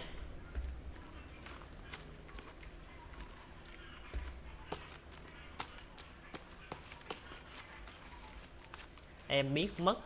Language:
Vietnamese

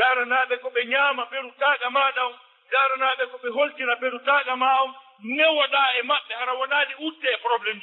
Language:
Fula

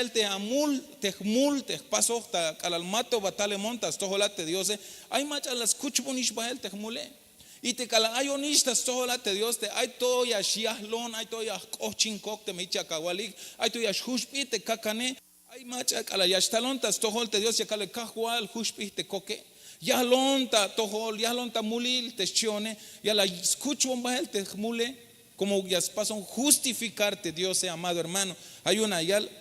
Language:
Tzeltal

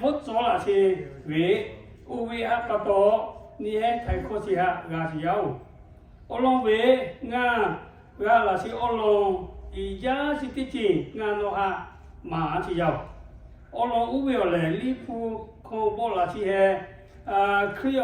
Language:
Lahu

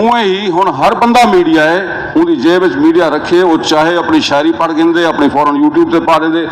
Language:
Saraiki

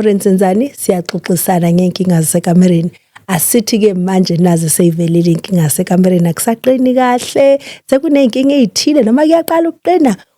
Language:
Zulu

